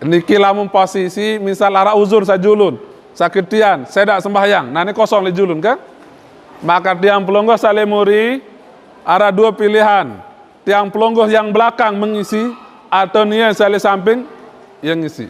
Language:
Sasak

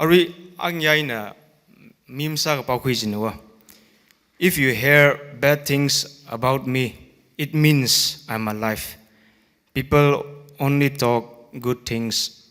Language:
Tangkhul Naga (India)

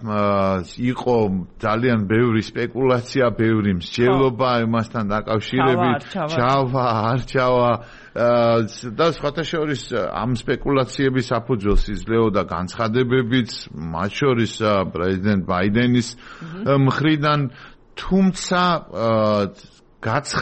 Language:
Georgian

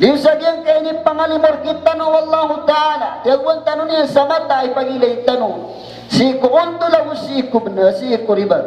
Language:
Maranao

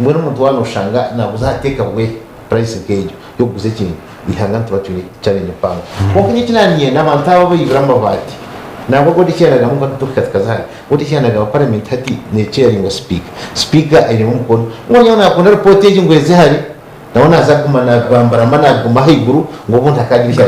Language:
Nyankole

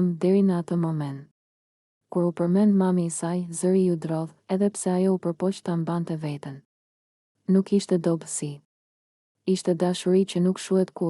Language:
Albanian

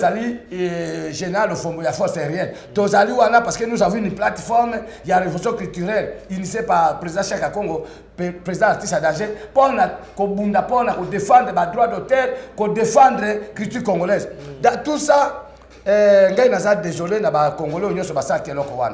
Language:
Lingala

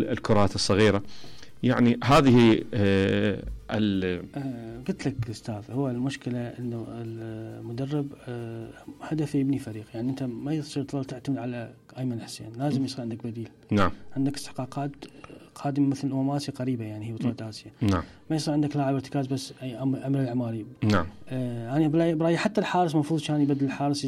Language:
Mesopotamian Arabic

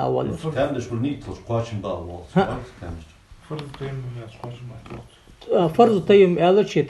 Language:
Ingush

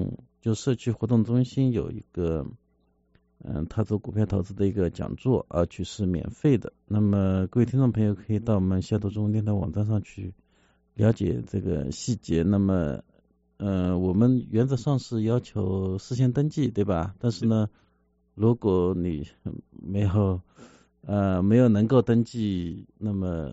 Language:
Chinese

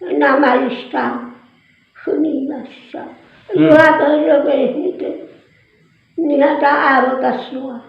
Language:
Nias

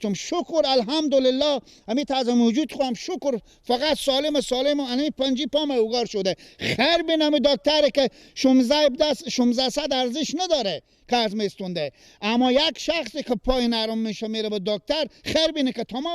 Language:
Persian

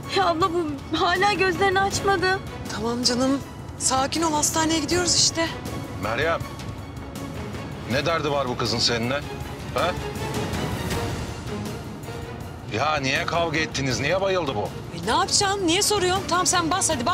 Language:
Turkish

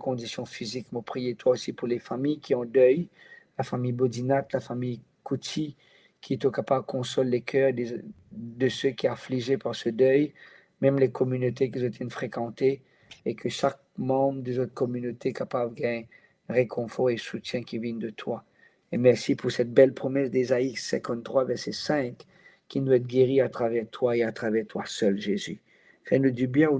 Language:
Morisyen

